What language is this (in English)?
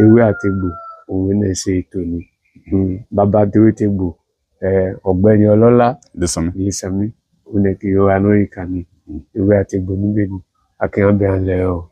Yoruba